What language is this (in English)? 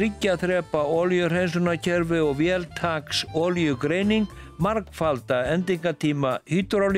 Icelandic